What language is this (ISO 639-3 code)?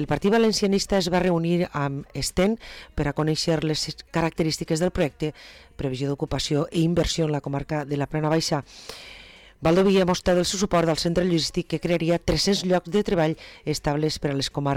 cat